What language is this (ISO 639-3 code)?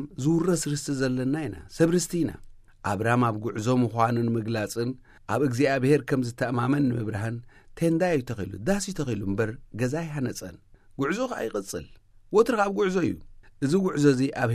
tir